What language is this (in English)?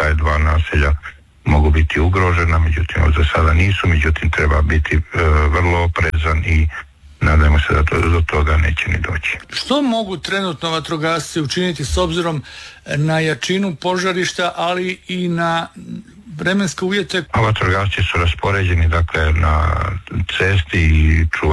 Croatian